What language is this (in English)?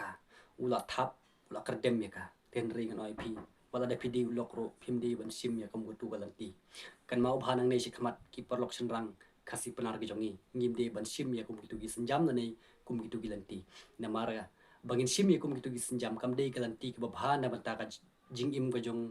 Khasi